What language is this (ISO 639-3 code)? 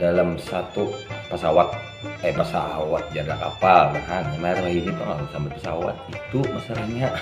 bjn